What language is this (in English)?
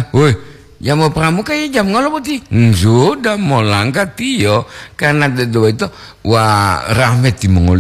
Gorontalo